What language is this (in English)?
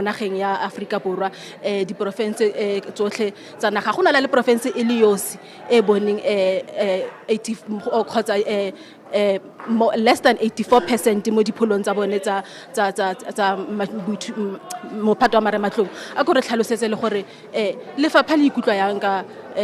Tswana